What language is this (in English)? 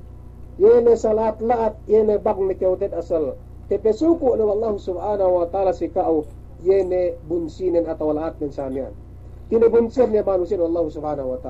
Yakan